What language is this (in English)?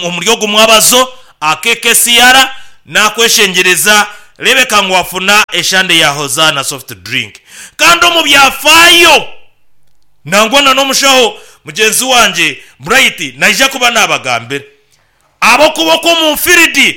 Nyankole